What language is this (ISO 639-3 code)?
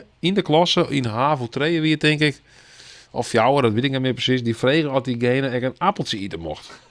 fry